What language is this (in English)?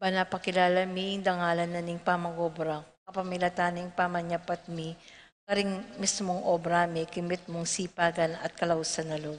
Pampanga